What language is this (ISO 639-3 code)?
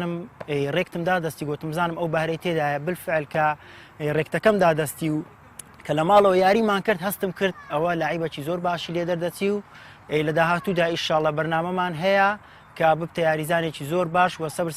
ckb